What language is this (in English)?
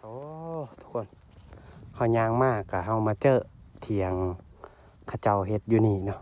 Lao